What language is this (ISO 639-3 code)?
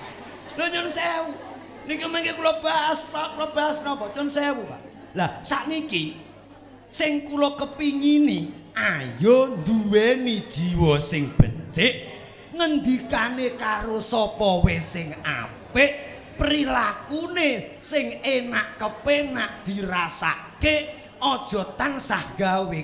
jav